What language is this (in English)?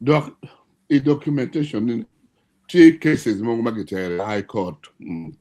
Acoli